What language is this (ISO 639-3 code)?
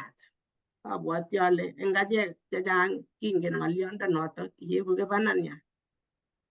kln